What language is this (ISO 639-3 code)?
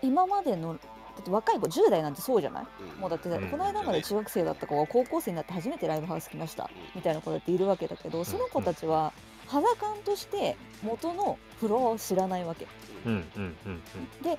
jpn